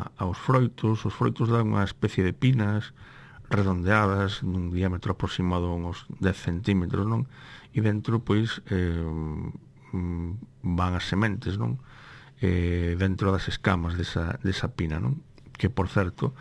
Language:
Galician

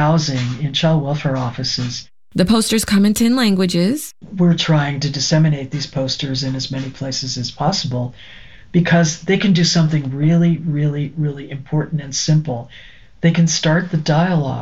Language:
English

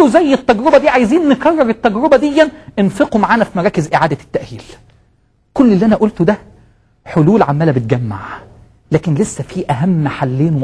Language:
Egyptian Arabic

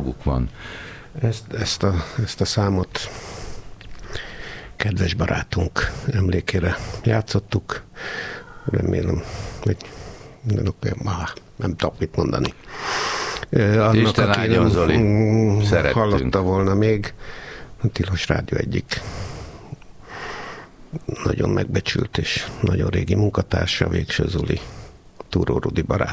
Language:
Hungarian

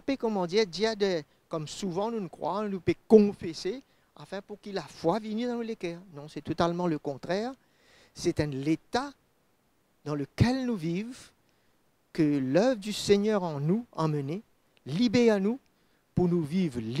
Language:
Morisyen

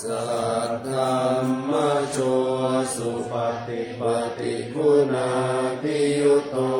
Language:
Pali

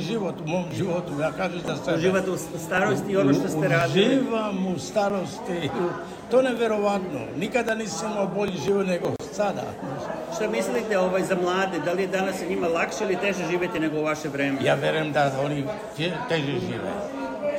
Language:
Serbian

